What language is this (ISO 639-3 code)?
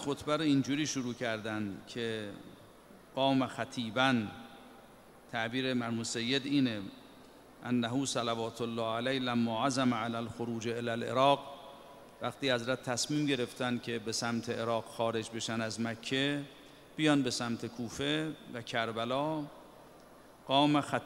fas